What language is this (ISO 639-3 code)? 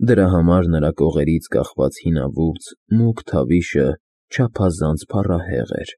hye